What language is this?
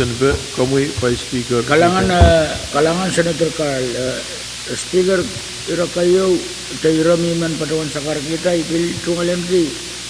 Pohnpeian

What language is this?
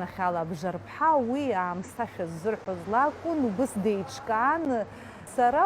Abkhazian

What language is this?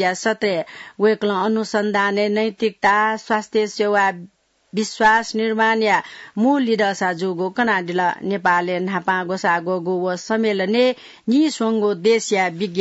Newari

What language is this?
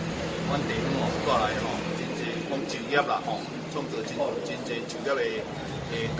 Min Nan Chinese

